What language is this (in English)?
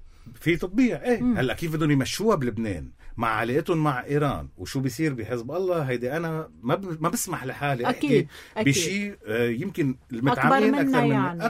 North Levantine Arabic